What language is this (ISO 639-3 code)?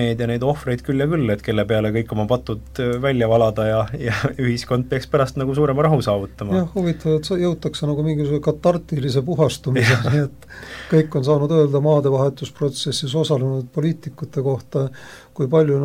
est